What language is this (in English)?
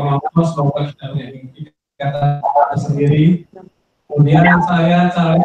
Indonesian